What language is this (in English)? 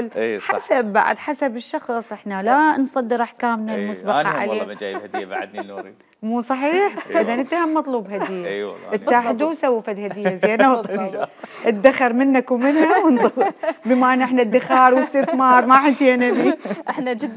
Mesopotamian Arabic